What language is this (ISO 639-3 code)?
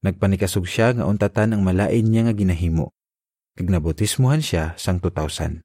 hil